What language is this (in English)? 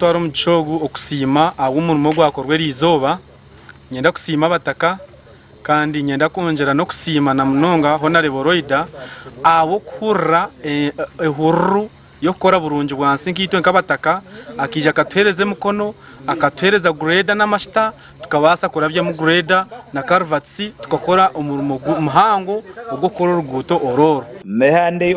Nyankole